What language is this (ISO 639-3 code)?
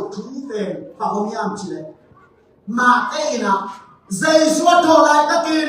ctd